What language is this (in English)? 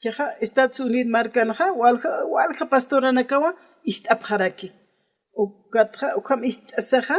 Aymara